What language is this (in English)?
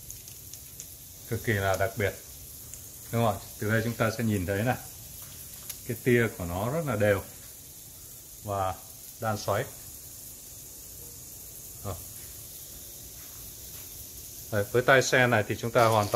Vietnamese